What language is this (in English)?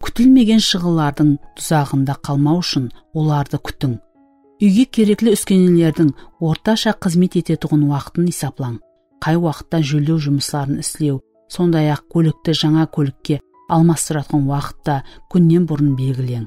Kara-Kalpak